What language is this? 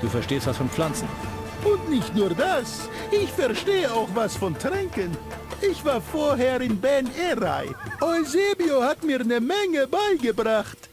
Bavarian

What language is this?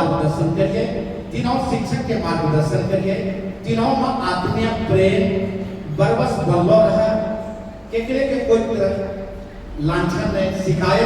Angika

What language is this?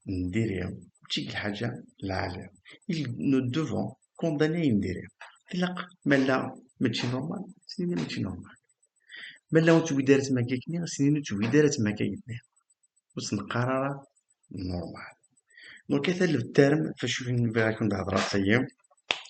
Kabyle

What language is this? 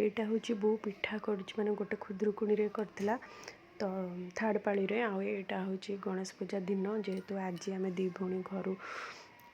Odia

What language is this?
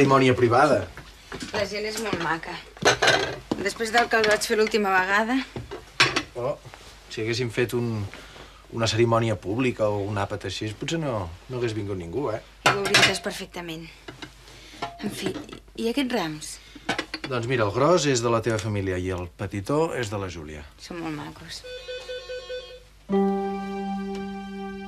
Catalan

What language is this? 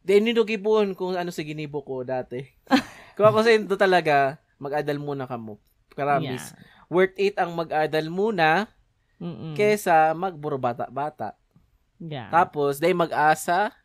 Bikol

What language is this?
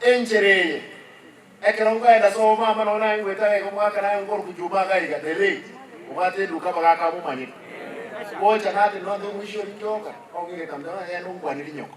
Gusii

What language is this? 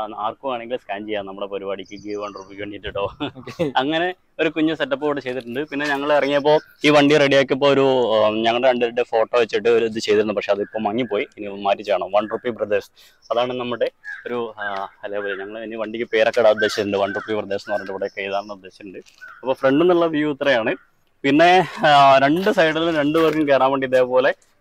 Malayalam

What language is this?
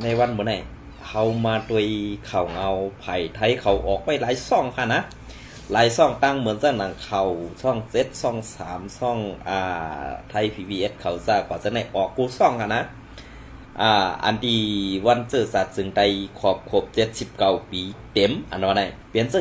Shan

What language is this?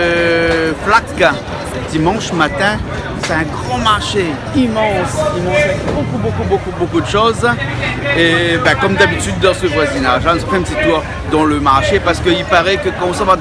Réunion Creole French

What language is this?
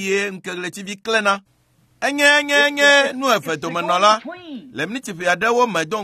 Ewe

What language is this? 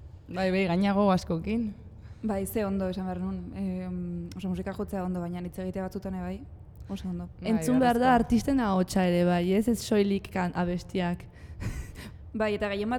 Basque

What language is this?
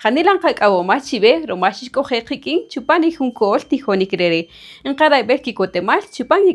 Kaqchikel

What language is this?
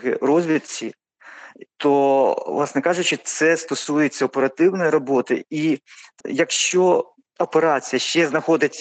Ukrainian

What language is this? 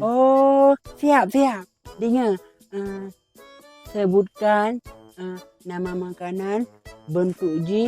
Achinese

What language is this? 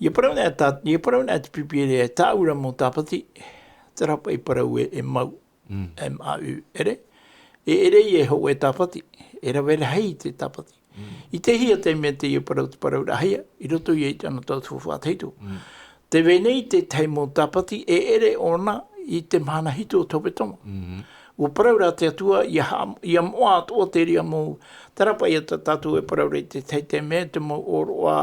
Tahitian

